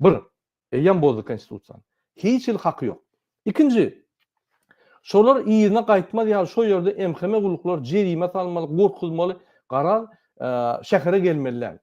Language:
Turkmen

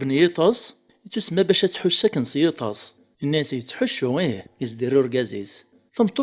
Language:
Kabyle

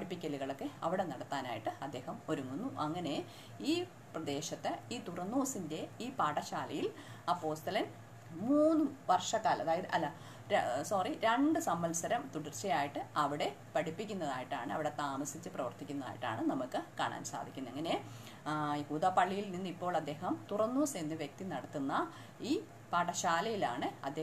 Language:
Malayalam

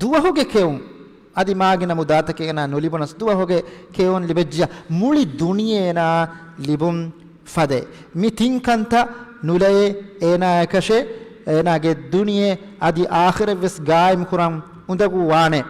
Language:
Divehi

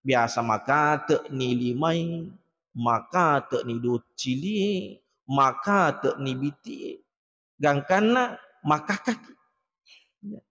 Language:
Buginese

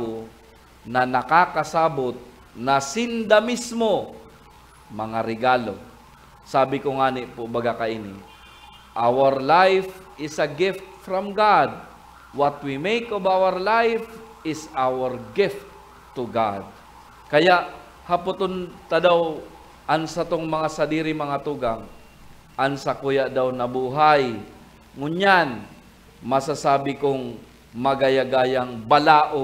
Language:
Bikol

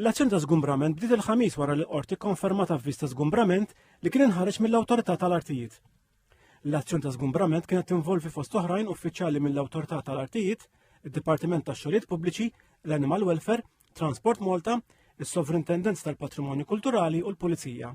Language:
Maltese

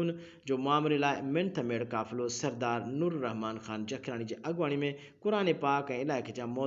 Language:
Sindhi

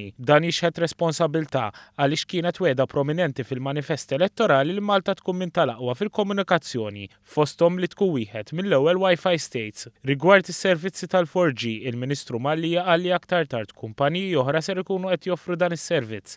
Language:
Maltese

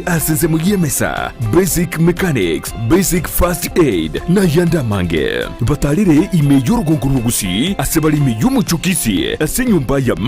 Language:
Gusii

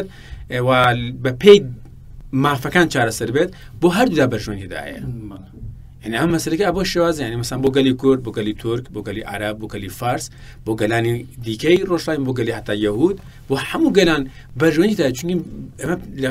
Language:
Central Kurdish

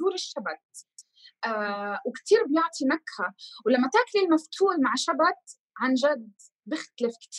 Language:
North Levantine Arabic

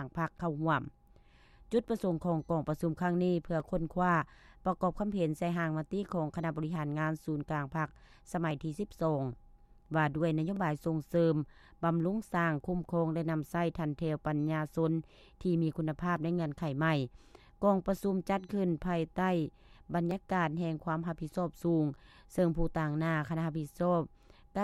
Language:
Lao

